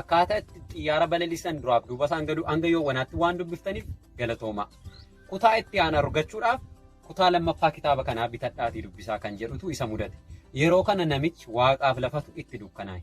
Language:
Oromo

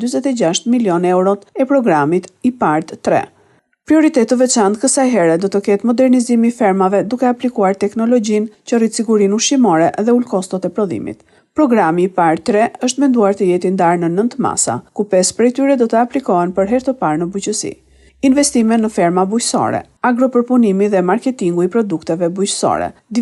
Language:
Albanian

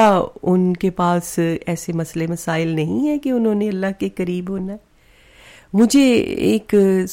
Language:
Urdu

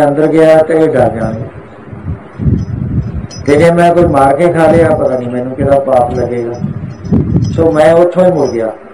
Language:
Punjabi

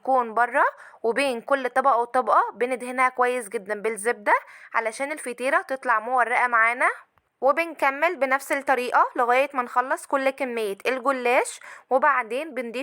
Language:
Egyptian Arabic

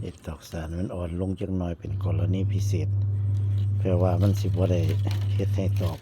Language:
Northeastern Thai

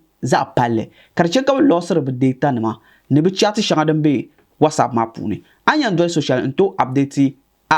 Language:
Dagbani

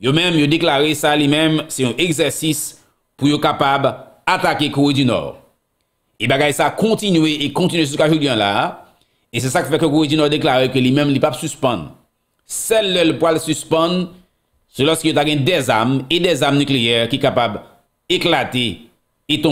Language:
Haitian Creole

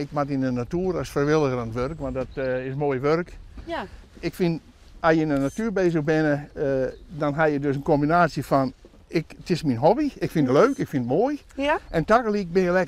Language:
Western Frisian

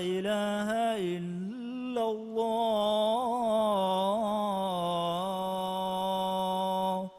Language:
Divehi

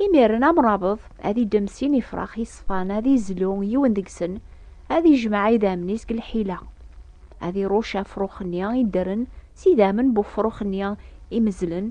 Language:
Kabyle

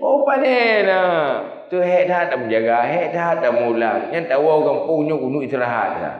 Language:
Achinese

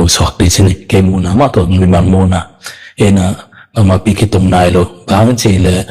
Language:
Tedim Chin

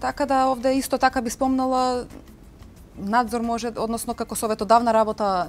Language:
Macedonian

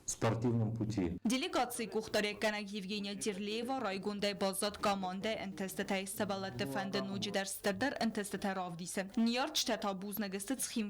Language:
Ossetic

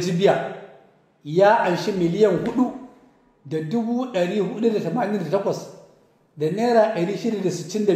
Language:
Hausa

